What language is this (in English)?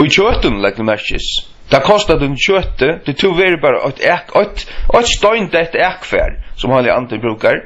Faroese